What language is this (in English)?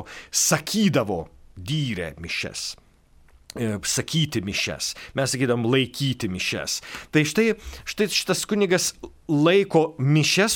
Lithuanian